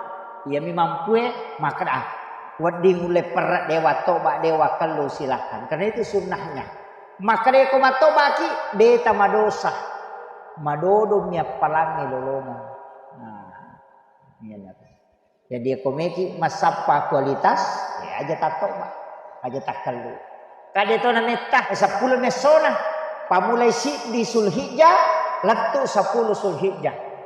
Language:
Buginese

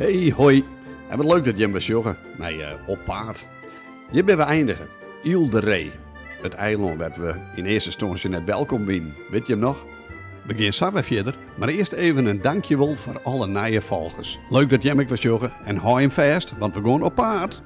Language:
Western Frisian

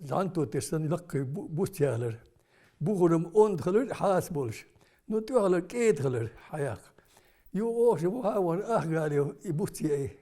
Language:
Chechen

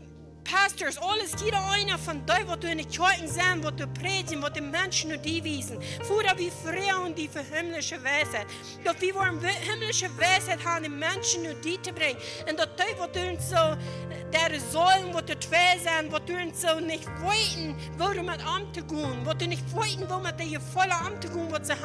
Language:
Plautdietsch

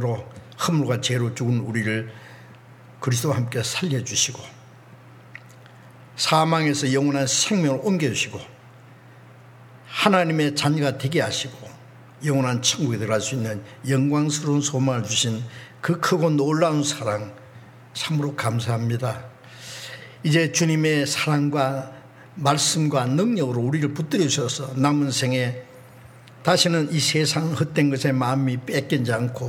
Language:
Korean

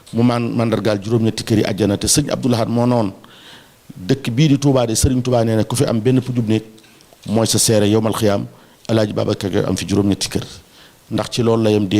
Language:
Wolof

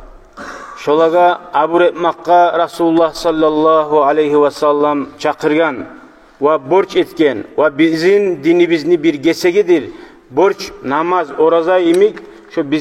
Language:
Kumyk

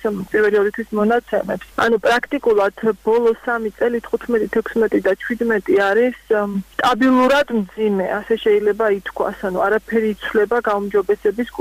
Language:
Georgian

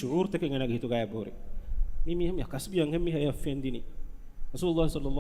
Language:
Divehi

